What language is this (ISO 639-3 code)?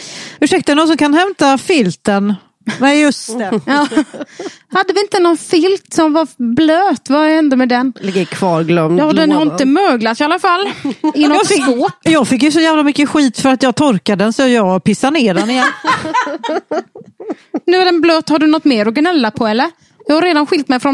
swe